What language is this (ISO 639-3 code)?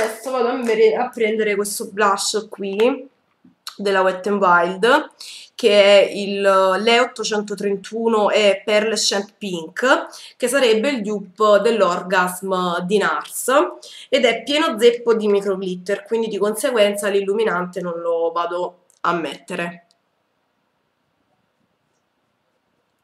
ita